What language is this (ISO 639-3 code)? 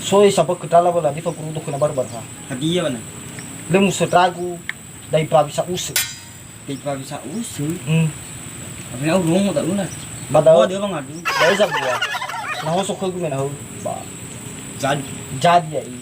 nia